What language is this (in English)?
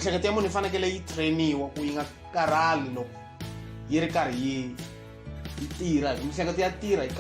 Tsonga